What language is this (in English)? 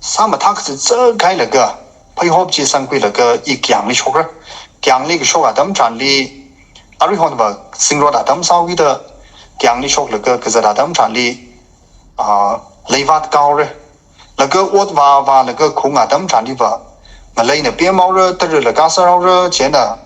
Tangkhul Naga (India)